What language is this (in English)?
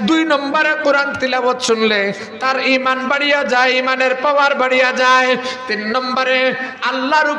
Sylheti